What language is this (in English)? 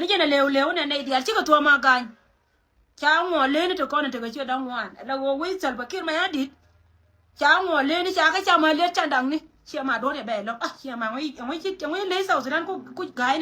Nuer